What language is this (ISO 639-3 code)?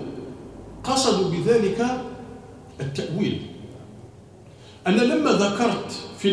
ara